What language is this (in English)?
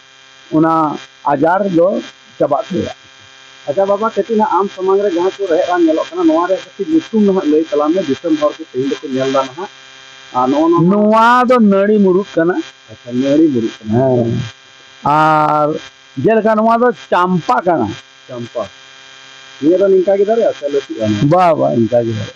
Santali